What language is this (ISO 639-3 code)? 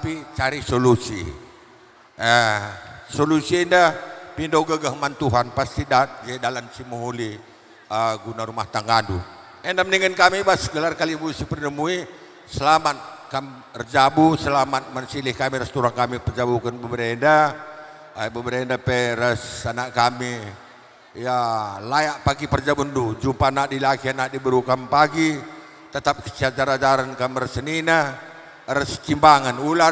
btx